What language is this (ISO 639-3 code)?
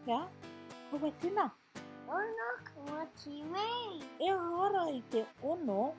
mri